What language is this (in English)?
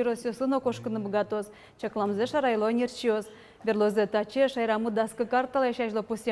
Udmurt